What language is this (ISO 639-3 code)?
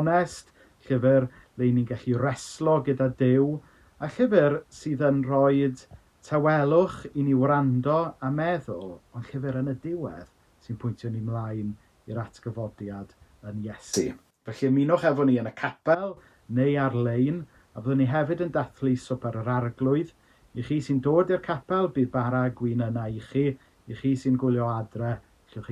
cym